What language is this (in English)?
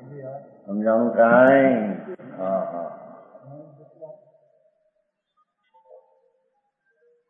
Gujarati